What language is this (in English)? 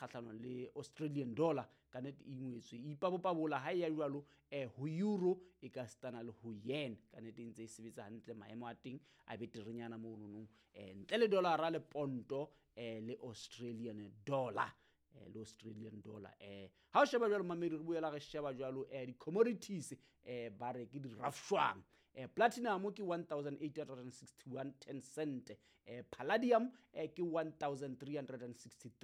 Southern Sotho